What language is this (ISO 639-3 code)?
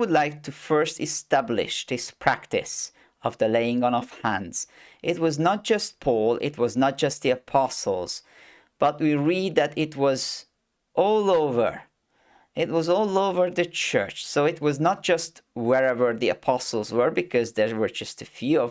eng